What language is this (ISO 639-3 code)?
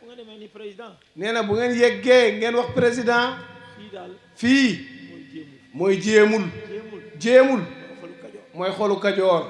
wol